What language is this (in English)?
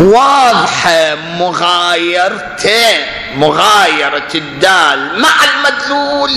Mesopotamian Arabic